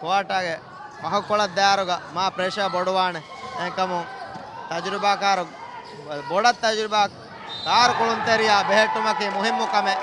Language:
Divehi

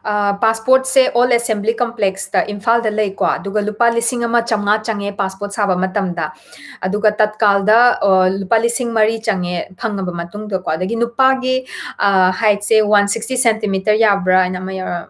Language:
Manipuri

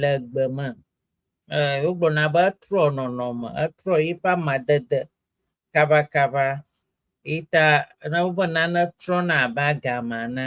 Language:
Ewe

